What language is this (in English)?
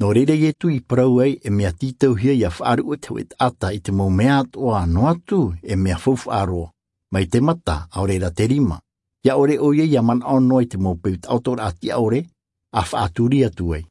Tahitian